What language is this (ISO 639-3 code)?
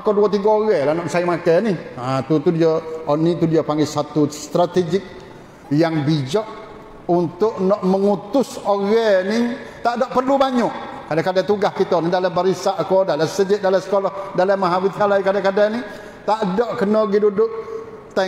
msa